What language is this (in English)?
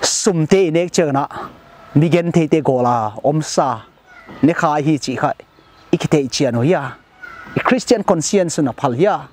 Paite Chin